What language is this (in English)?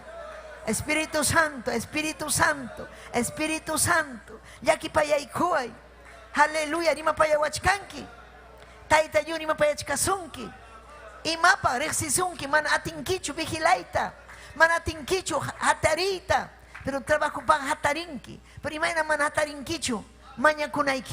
Ayacucho Quechua